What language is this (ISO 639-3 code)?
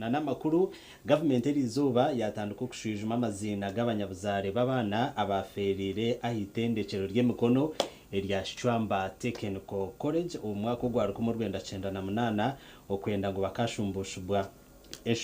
nyn